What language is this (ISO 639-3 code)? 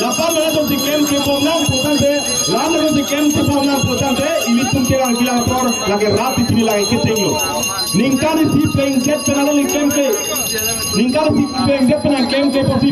mjw